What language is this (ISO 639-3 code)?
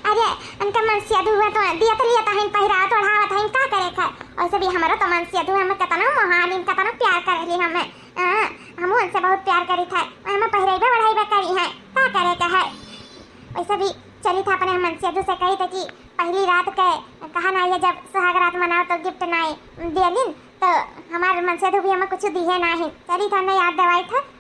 awa